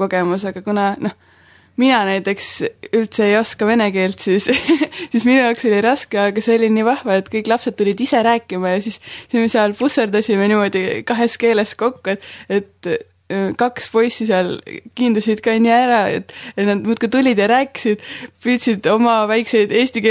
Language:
Estonian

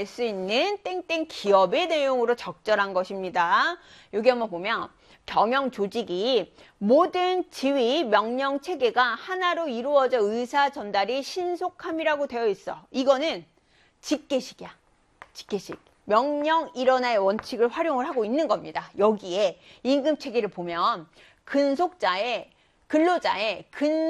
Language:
Korean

